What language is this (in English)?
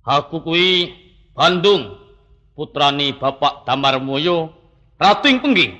Javanese